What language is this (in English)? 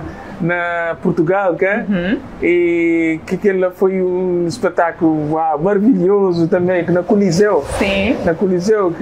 Kabuverdianu